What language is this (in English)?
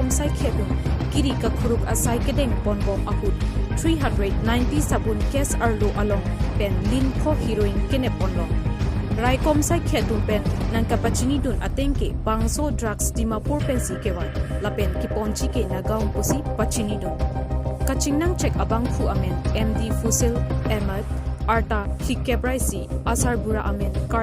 Karbi